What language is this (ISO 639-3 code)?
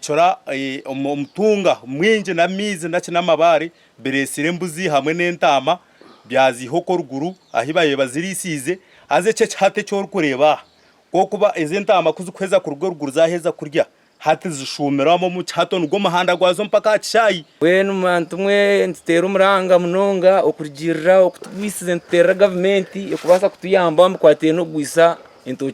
nyn